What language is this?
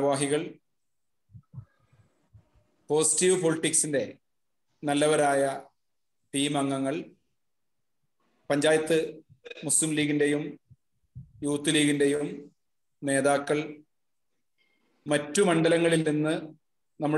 Malayalam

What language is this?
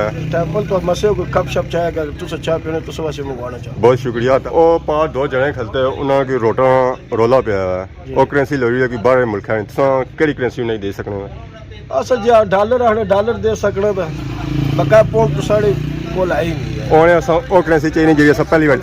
Pahari-Potwari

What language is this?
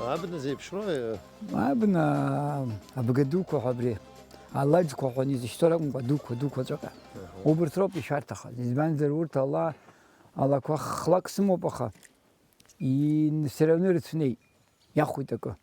Abkhazian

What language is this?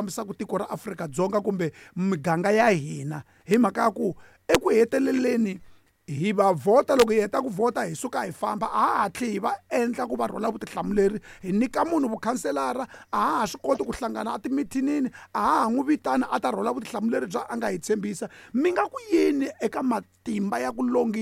Tsonga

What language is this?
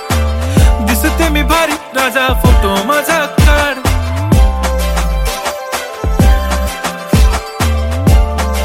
Marathi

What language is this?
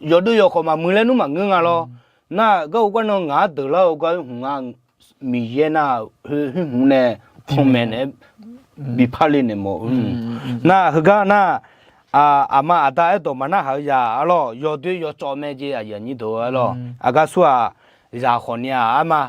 Akha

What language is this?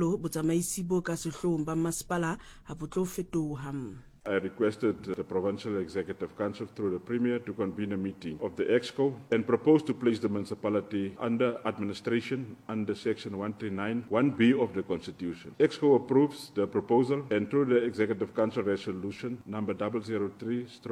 Southern Sotho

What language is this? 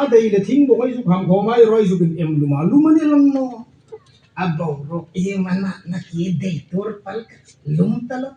Hmar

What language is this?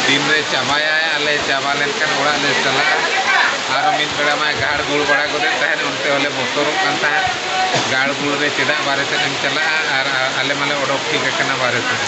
Santali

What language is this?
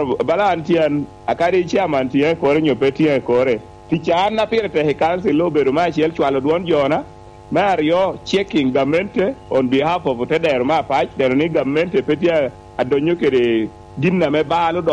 Lango (Uganda)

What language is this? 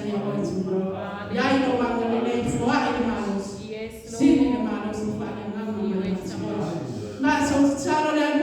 Samoan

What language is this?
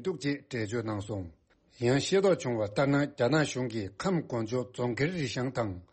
Tibetan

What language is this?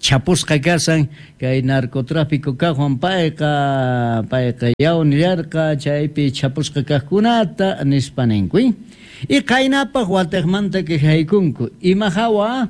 South Bolivian Quechua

